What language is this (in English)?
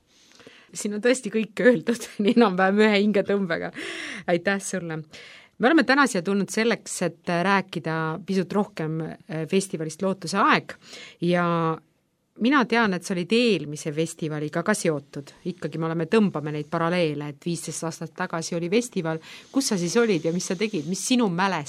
Estonian